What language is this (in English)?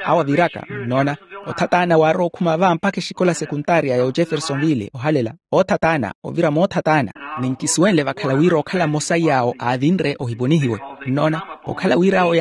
Makhuwa